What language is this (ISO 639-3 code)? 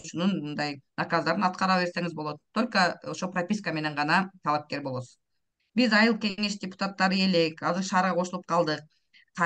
kir